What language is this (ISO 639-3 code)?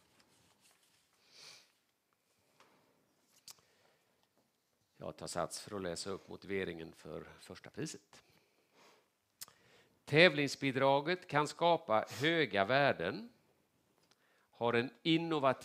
swe